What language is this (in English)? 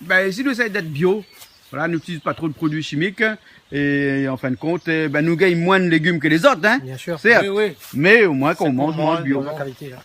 Réunion Creole French